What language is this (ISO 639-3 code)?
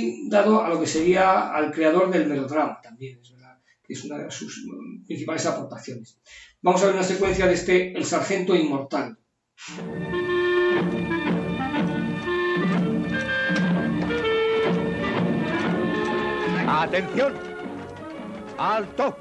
spa